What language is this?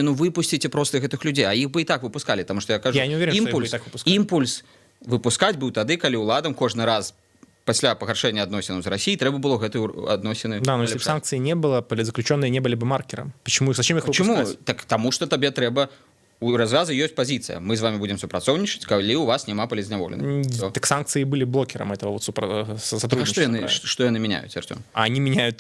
Belarusian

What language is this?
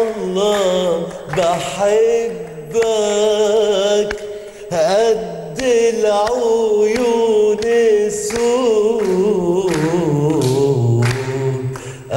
Egyptian Arabic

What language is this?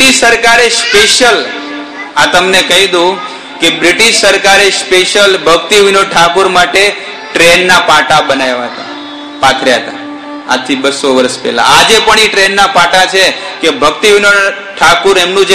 Gujarati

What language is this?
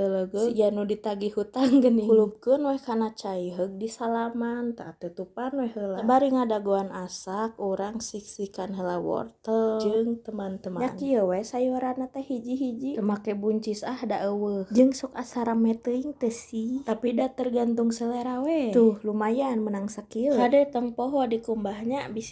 Sundanese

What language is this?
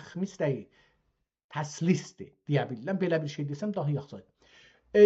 South Azerbaijani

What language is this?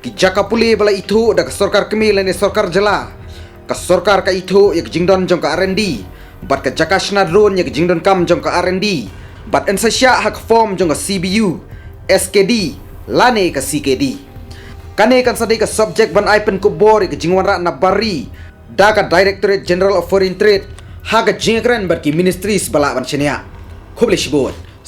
Khasi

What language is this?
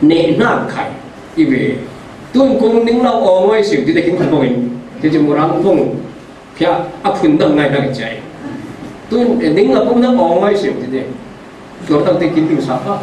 Falam Chin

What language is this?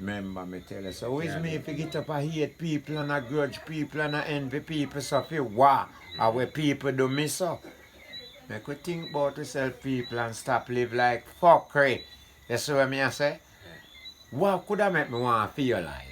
Jamaican Creole English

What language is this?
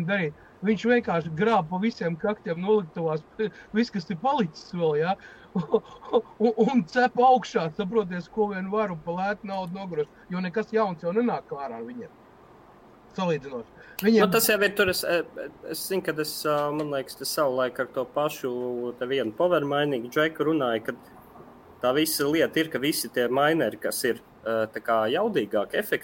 Latvian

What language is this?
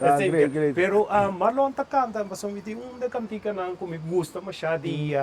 Papiamento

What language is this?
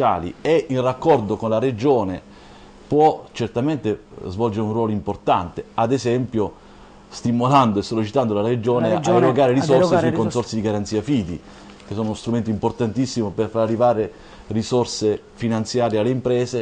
Italian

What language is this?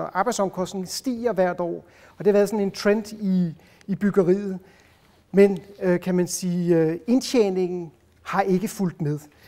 Danish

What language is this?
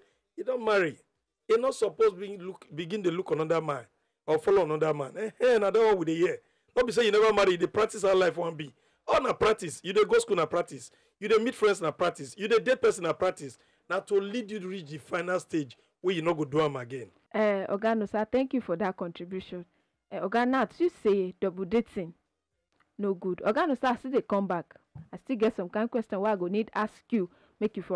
Nigerian Pidgin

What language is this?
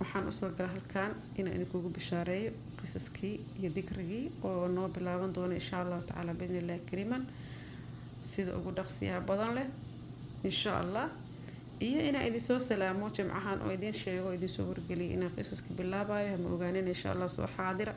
Somali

